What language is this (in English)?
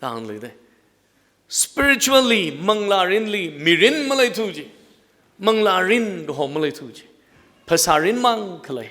Tangkhul Naga (India)